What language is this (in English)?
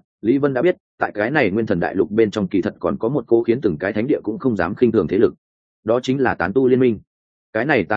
Vietnamese